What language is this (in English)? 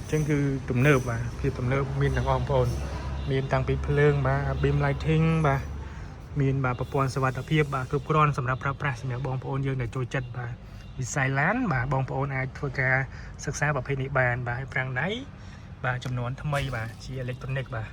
Khmer